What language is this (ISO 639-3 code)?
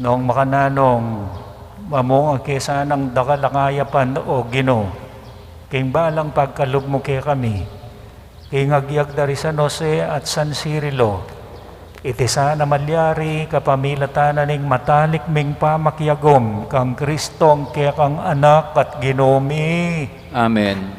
pam